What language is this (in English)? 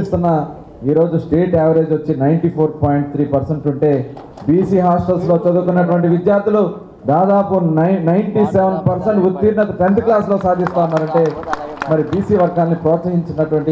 Telugu